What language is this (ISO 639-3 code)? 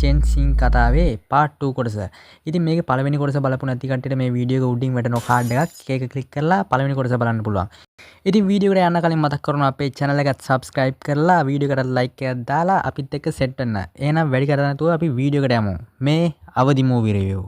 sin